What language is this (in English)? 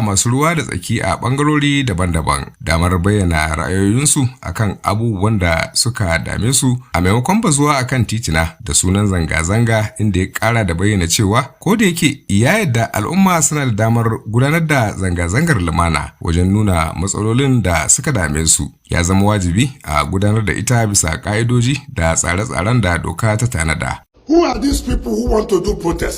Hausa